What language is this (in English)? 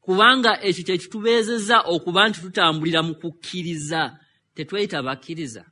Ganda